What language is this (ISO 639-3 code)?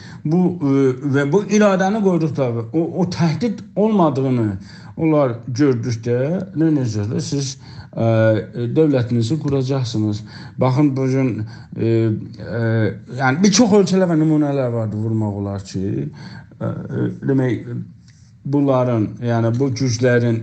azb